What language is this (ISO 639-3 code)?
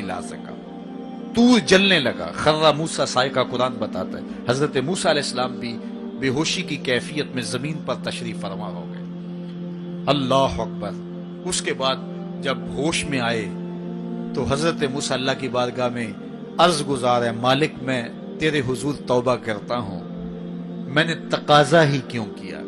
urd